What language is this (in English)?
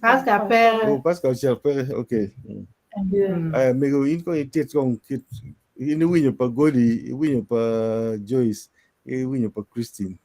Acoli